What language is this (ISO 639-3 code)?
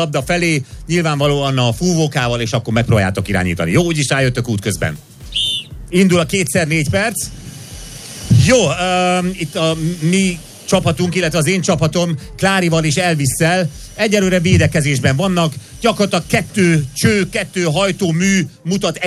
hun